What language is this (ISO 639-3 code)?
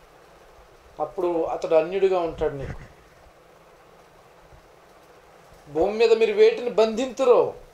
tel